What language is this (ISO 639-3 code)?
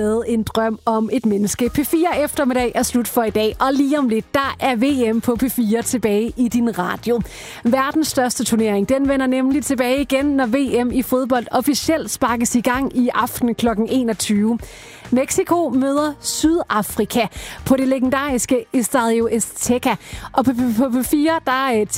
dan